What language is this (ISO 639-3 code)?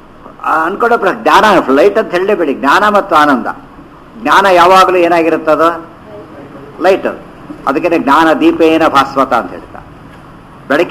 kan